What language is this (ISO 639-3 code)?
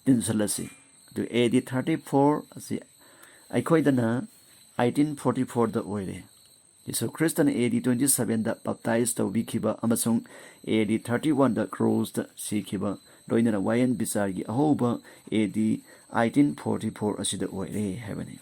mni